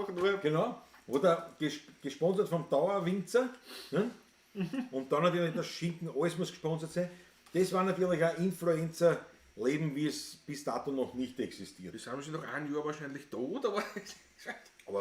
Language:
Bavarian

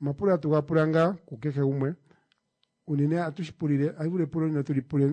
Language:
Kuanyama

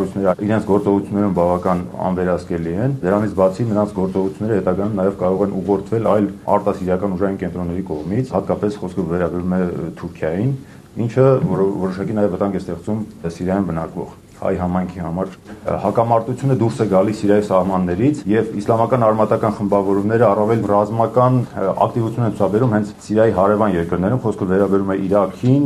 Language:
Armenian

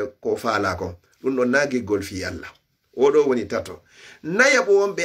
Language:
Fula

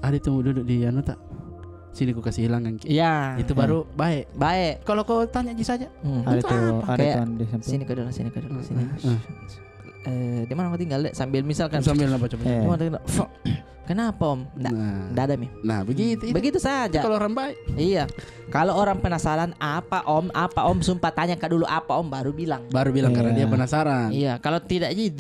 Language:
Makassar Malay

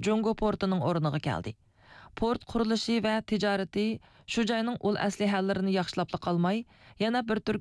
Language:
Uyghur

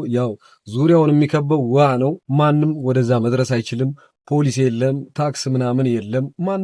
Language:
Amharic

